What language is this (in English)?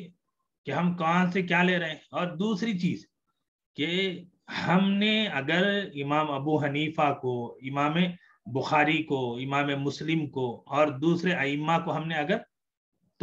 Urdu